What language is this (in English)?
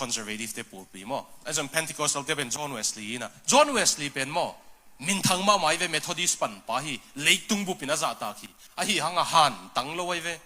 Tedim Chin